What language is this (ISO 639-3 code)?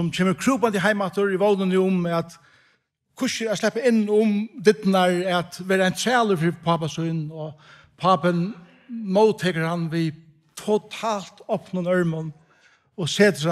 fao